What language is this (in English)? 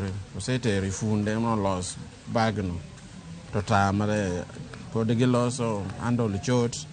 Luo (Kenya and Tanzania)